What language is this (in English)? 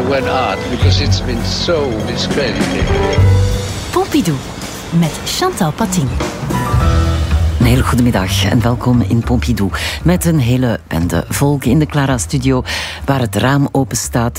Dutch